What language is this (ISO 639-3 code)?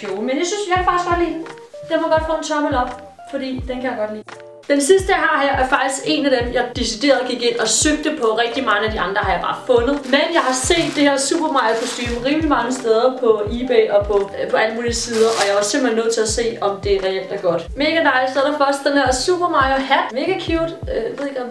dan